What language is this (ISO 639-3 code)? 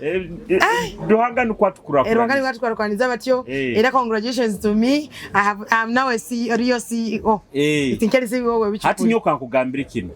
nyo